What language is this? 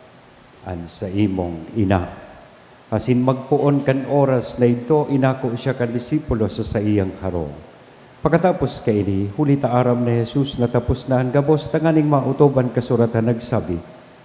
Bikol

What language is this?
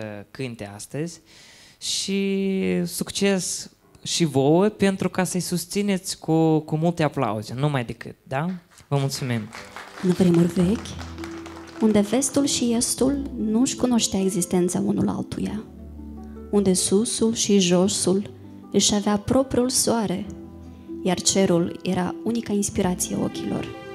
Romanian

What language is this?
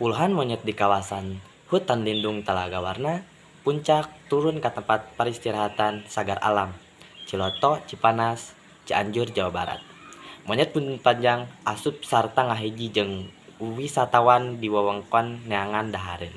Sundanese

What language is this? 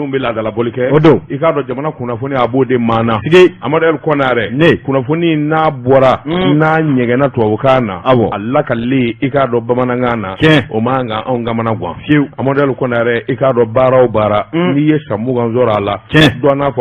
Bambara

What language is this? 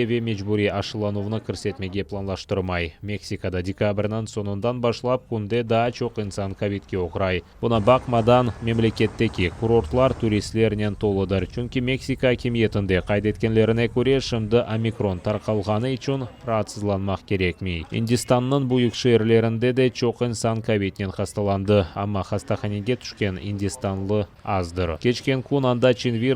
Crimean Tatar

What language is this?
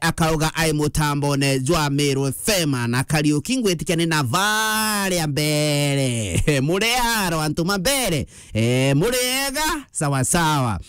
Meru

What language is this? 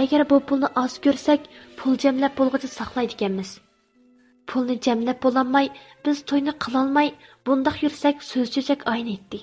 Uyghur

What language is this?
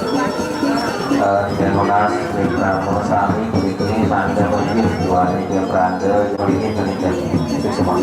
Balinese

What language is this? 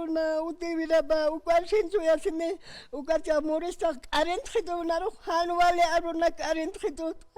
Aymara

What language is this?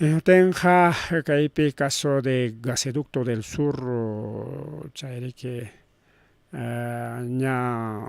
Ayacucho Quechua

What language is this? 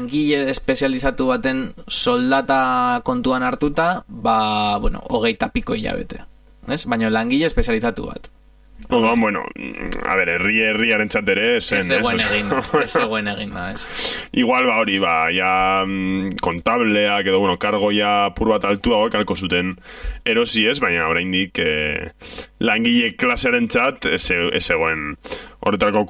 Basque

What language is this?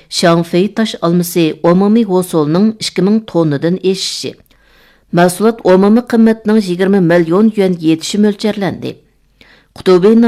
Uyghur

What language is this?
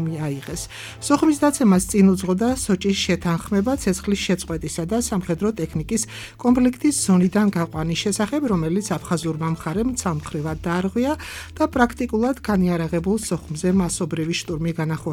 Georgian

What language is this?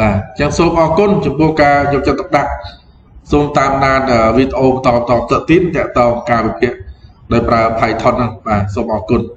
Khmer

